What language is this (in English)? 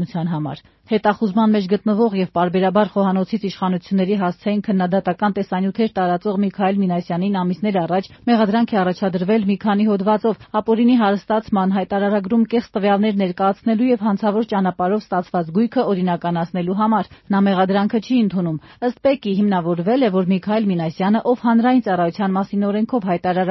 Armenian